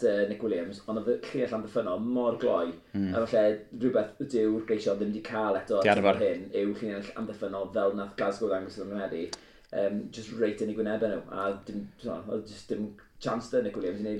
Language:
Welsh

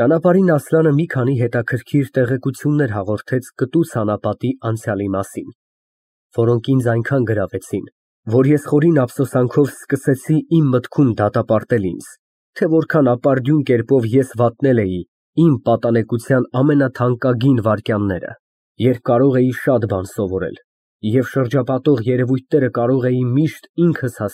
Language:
Armenian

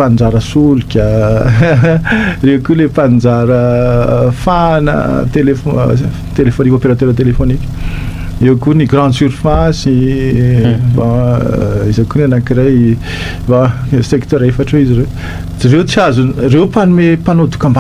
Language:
Malagasy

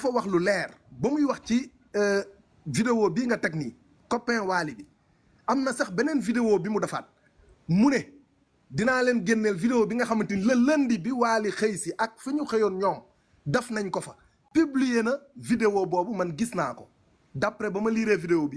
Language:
Wolof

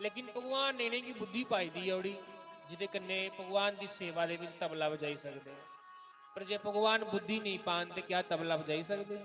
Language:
Dogri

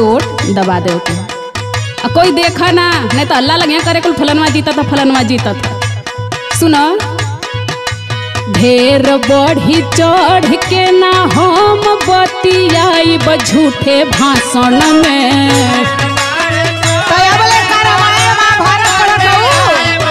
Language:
Bhojpuri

